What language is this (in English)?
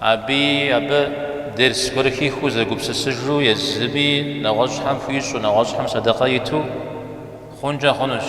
Kabardian